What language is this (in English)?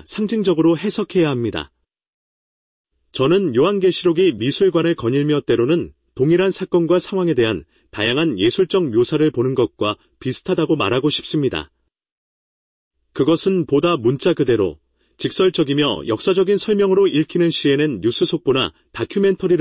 Korean